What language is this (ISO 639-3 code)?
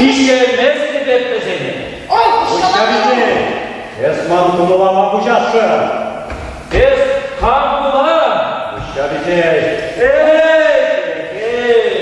chv